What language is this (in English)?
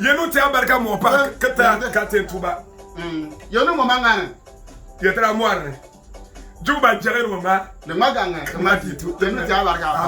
Bimoba